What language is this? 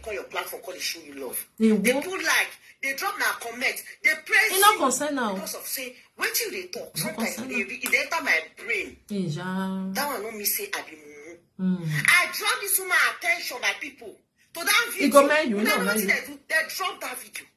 Nigerian Pidgin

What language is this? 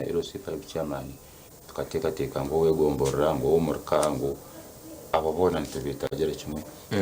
Nyankole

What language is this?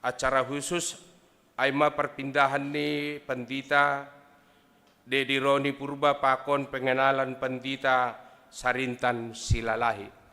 Batak Simalungun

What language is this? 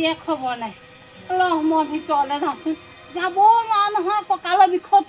Assamese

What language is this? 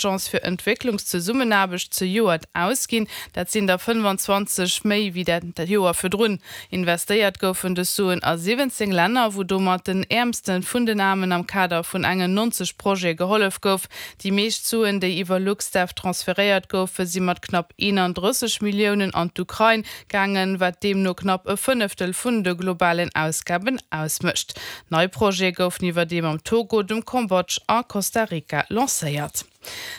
Luxembourgish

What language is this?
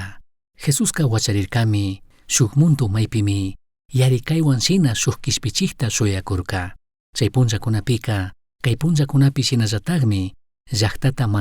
Chimborazo Highland Quichua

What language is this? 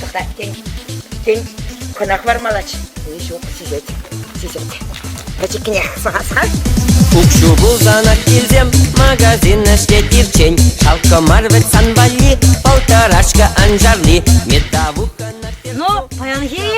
Chuvash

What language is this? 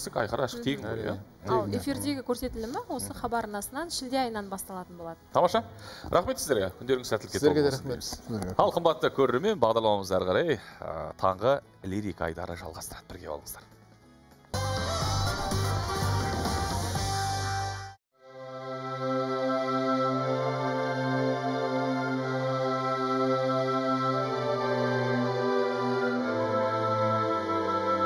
Kazakh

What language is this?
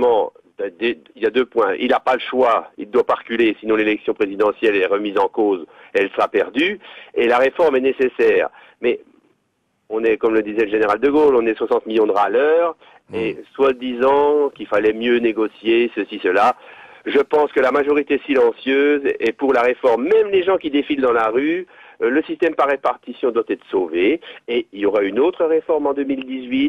French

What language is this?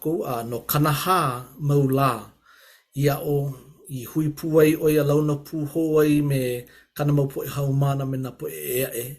Hawaiian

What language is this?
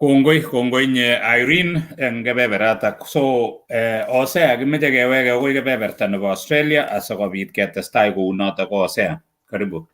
Kalenjin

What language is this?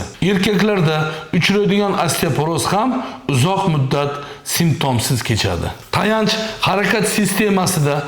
Uzbek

